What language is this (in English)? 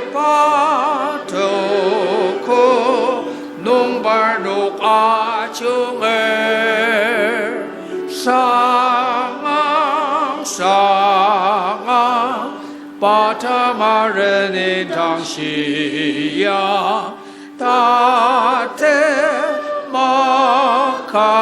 Ao Naga